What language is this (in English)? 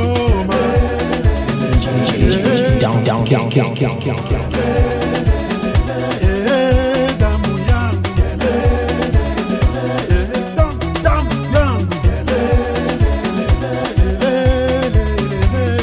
Swahili